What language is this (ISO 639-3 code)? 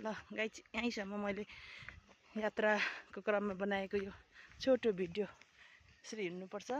nep